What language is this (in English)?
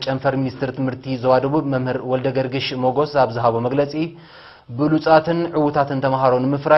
Tigrinya